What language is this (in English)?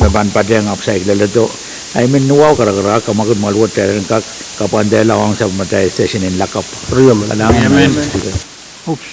Pohnpeian